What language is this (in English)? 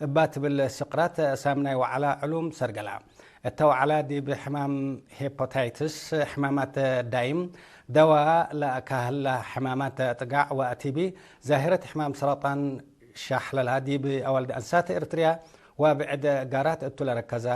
Tigre